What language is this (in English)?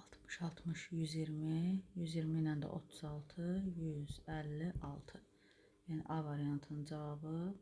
Azerbaijani